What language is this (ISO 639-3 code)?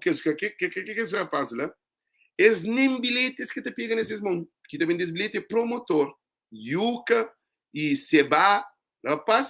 kea